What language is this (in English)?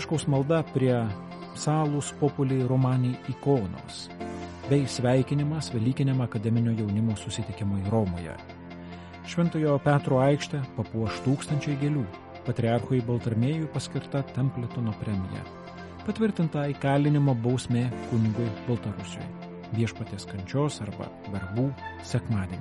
Lithuanian